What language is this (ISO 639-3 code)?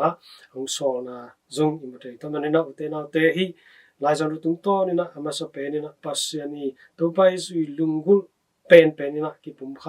ctd